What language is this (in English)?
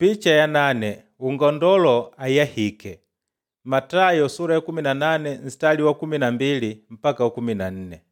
Makonde